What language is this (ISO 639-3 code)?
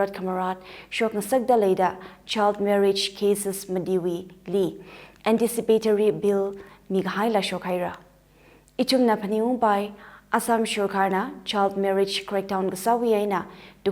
nmf